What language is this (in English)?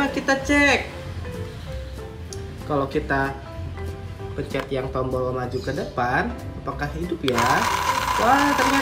Indonesian